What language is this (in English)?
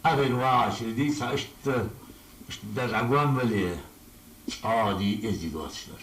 Ingush